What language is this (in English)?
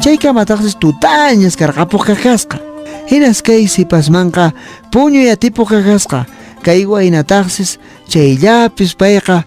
Quechua